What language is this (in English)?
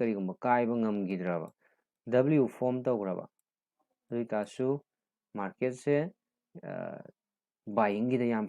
Manipuri